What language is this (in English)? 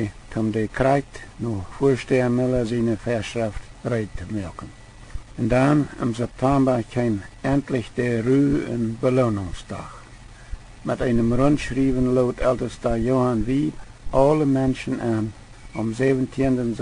Plautdietsch